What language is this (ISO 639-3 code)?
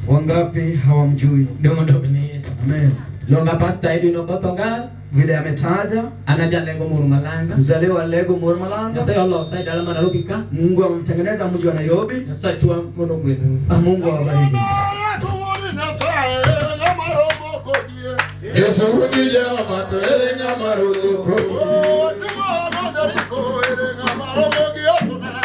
luo